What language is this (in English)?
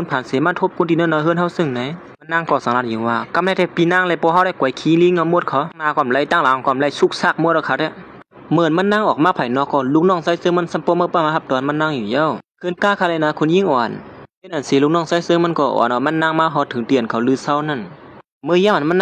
Shan